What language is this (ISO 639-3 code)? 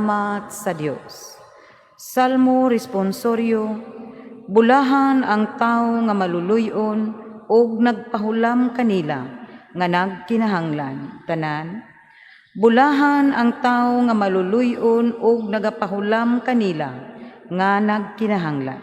ceb